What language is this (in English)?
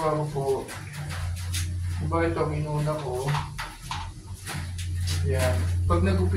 Filipino